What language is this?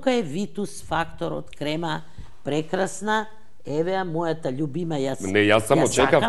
Macedonian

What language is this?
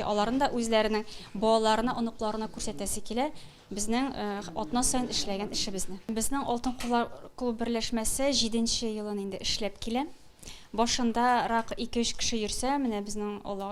Tatar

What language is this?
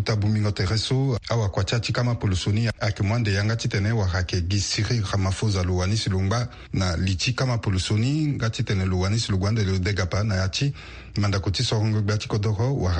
Sango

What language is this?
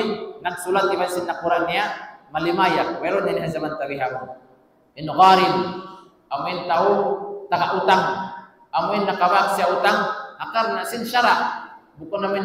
Tausug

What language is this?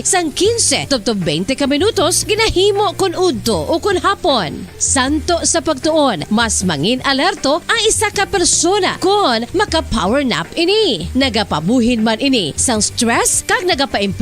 Hiligaynon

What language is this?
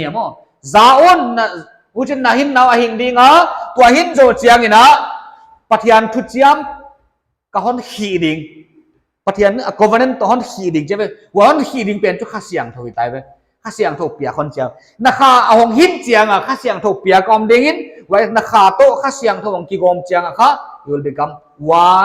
Paite Chin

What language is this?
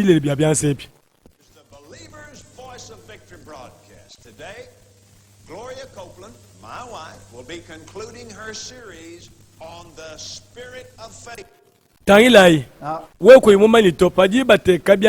Luba-Lulua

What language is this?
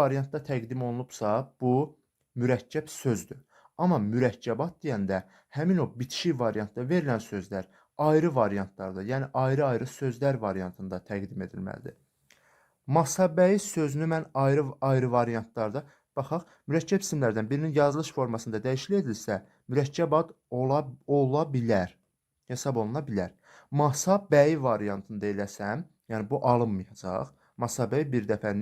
Azerbaijani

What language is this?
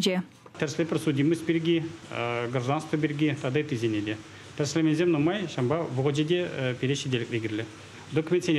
Chuvash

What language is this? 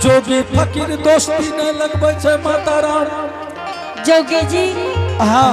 Angika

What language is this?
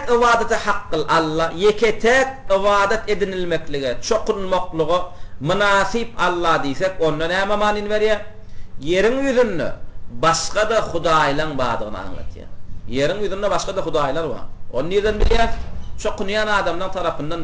Turkmen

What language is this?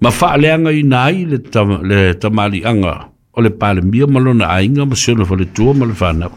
Samoan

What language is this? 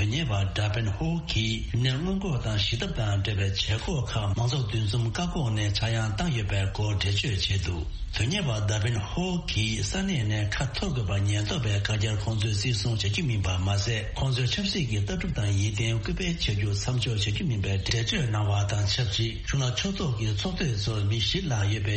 Tibetan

